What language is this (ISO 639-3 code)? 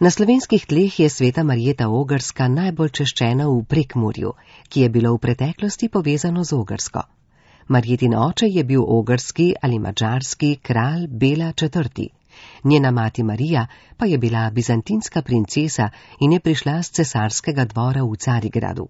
slv